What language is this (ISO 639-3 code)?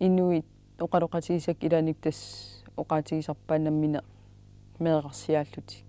kal